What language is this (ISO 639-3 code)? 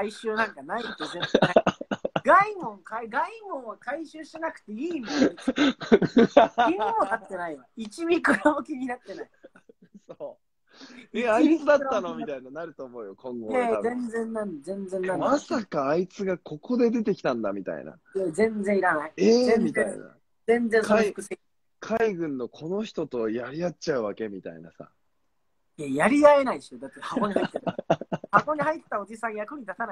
jpn